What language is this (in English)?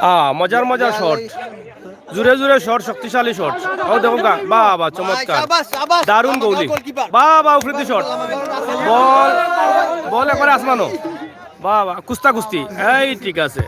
Sylheti